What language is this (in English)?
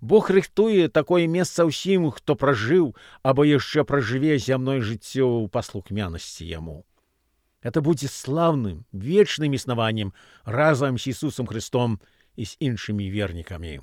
Belarusian